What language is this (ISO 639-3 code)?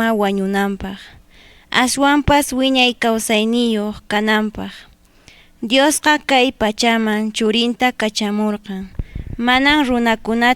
que